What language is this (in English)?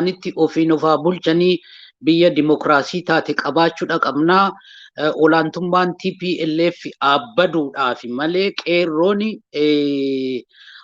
Oromo